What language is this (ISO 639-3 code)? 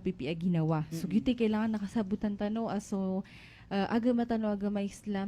mrw